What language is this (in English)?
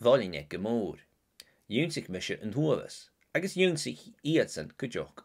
Scottish Gaelic